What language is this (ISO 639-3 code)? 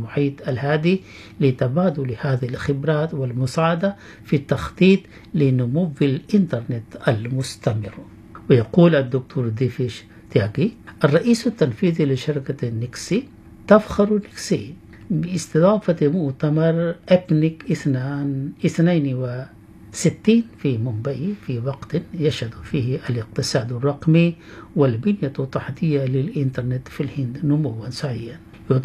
ara